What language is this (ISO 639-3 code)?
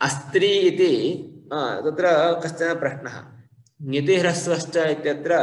san